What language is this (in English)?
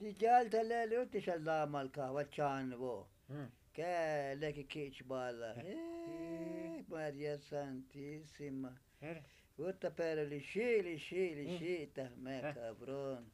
Tzotzil